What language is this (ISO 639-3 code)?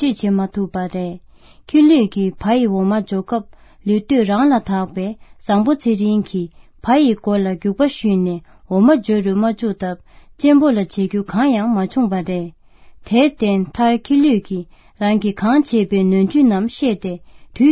bod